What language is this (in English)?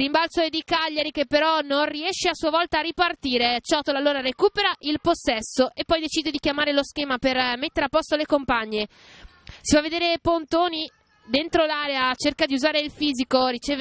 Italian